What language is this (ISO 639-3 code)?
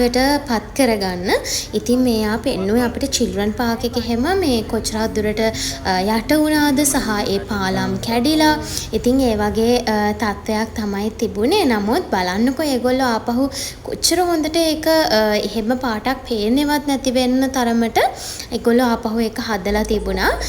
sin